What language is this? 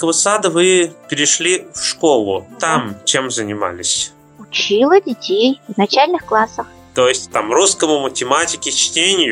Russian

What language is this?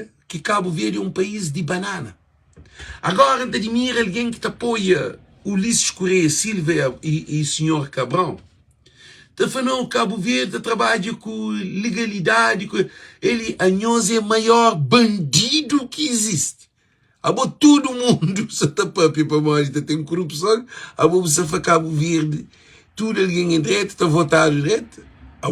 Kabuverdianu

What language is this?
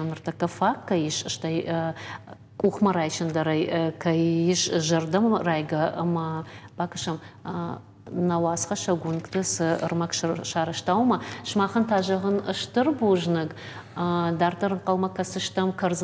Ossetic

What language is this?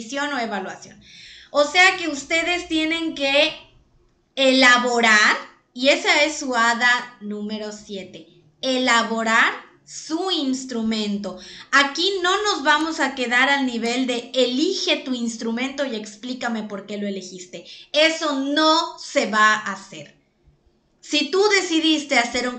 Spanish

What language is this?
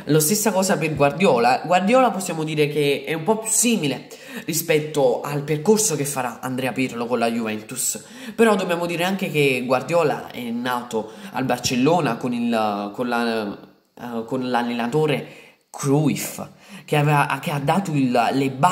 Italian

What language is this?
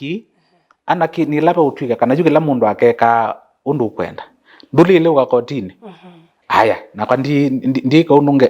Kamba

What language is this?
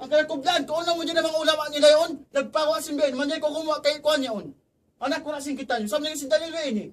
Tausug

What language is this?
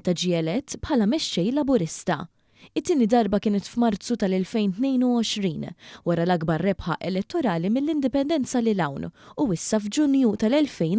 Maltese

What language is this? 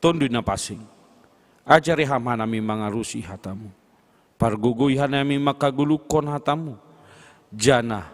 Batak Simalungun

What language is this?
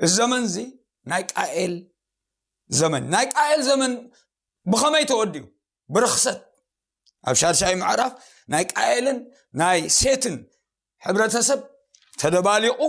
Tigrinya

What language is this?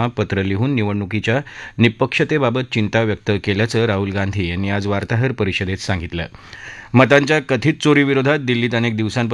Marathi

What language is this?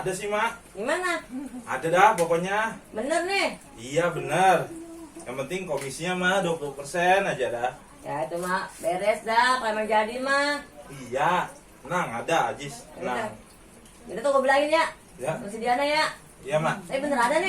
Betawi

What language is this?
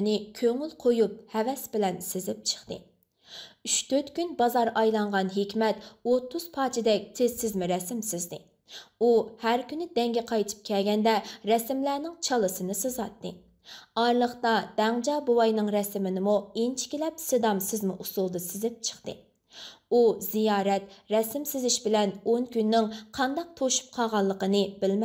Uyghur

